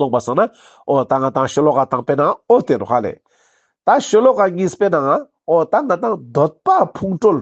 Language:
Ladakhi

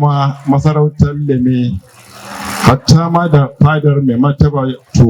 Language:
Hausa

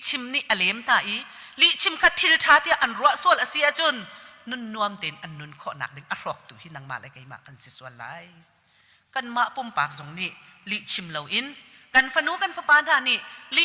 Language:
Hakha Chin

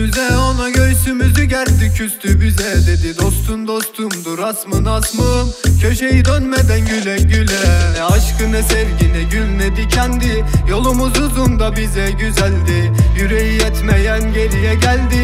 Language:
Turkish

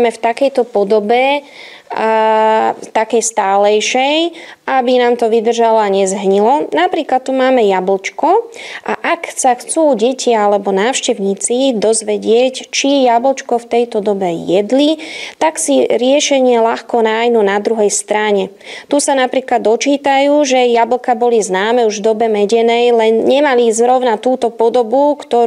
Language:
Slovak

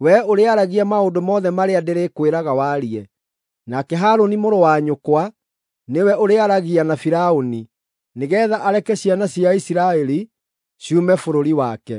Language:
Kikuyu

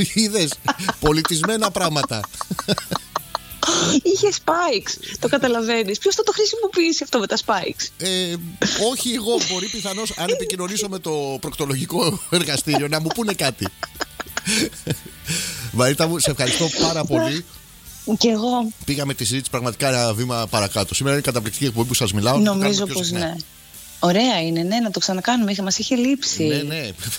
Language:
Greek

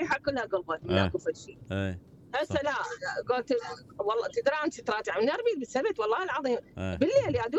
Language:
Mesopotamian Arabic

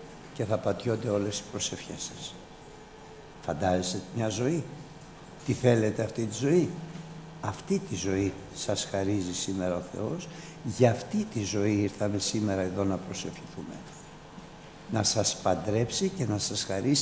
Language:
Greek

